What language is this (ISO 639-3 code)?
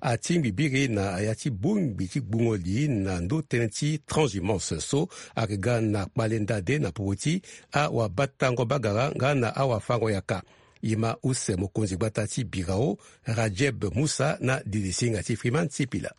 sag